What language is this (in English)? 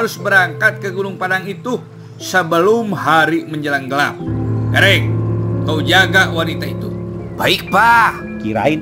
Betawi